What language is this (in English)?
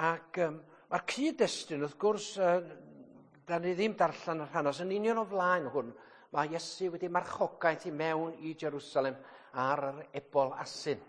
Welsh